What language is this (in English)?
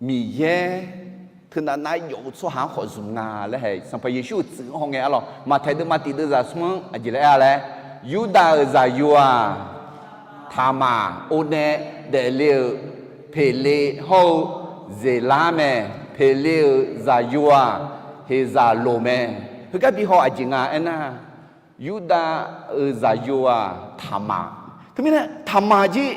Akha